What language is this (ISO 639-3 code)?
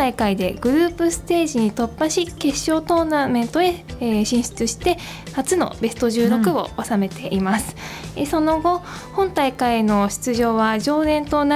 jpn